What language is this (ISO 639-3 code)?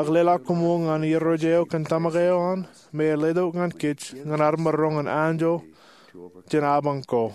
mah